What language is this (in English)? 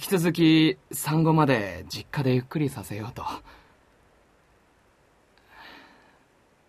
Japanese